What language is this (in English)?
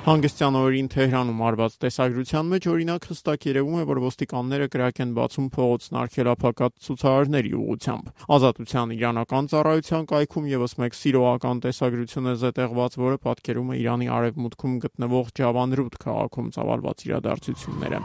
Armenian